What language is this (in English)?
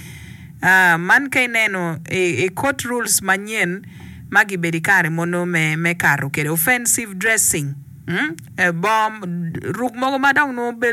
Acoli